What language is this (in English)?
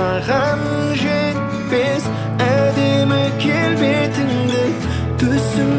Kazakh